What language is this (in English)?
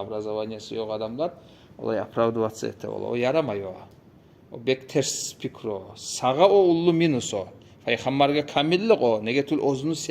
Kumyk